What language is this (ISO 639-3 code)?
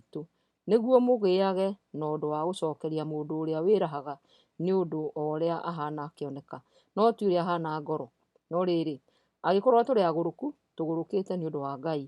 kik